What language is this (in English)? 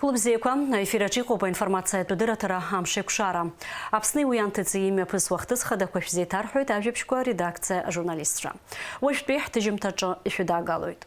Abkhazian